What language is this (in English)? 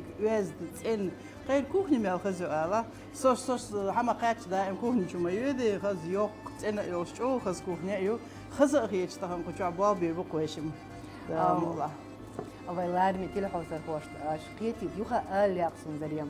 Chechen